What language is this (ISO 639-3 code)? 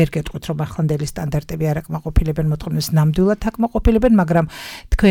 kat